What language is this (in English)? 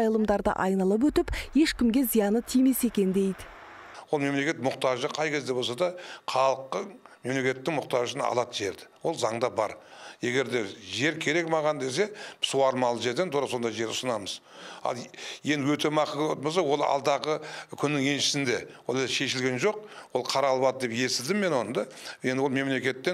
Kazakh